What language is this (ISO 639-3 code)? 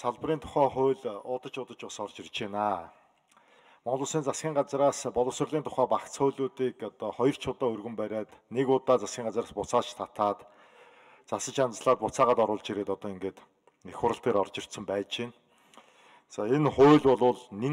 mon